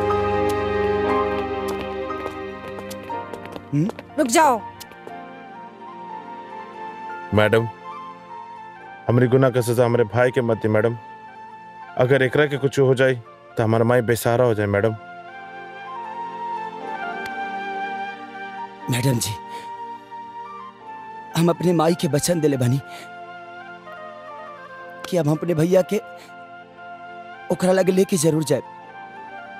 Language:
Bhojpuri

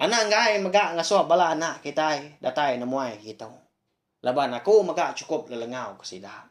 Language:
Iban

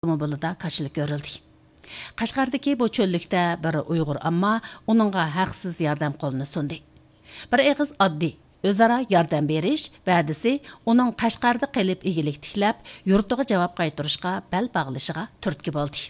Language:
Uyghur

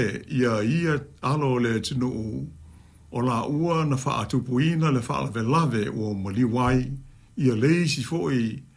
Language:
Samoan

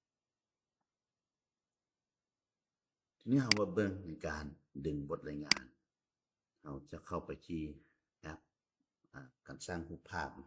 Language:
Lao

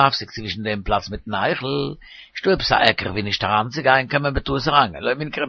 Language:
Yiddish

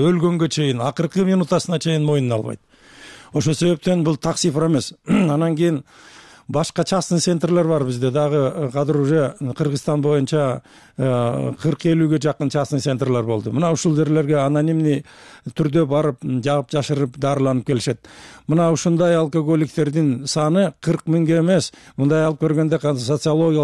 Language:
Kyrgyz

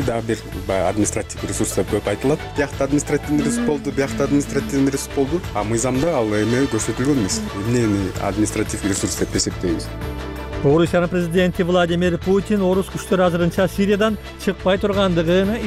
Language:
Kyrgyz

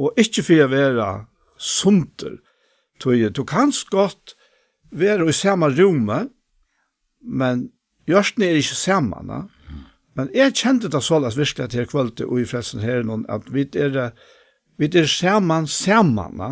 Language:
Faroese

